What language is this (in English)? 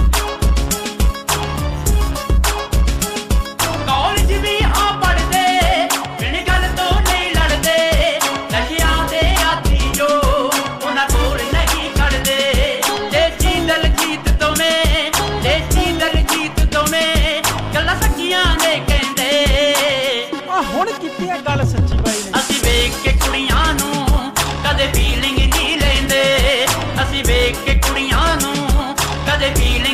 Punjabi